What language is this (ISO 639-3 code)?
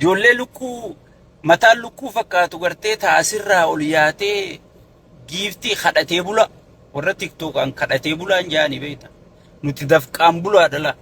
orm